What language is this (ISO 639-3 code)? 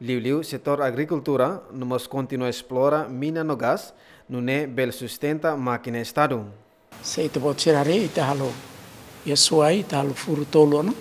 tet